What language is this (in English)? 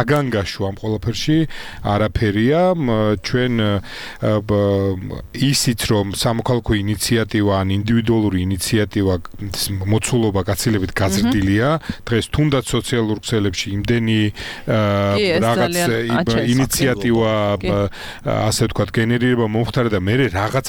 Georgian